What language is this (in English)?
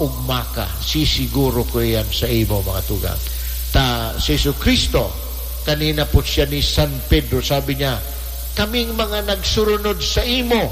Bikol